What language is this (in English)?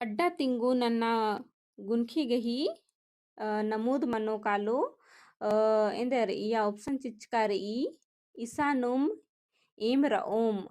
Kurukh